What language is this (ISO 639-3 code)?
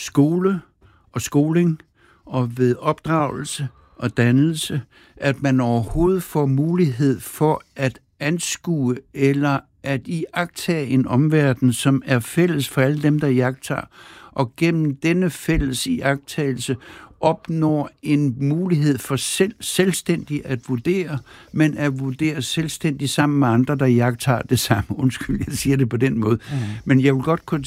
dan